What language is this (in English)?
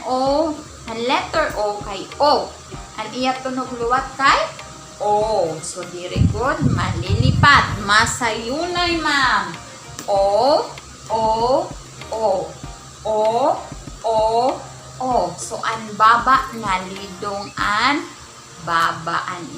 Waray